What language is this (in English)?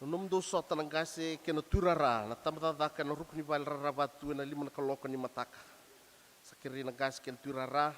Fijian